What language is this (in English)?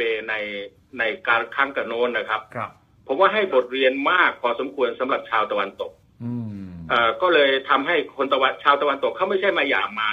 Thai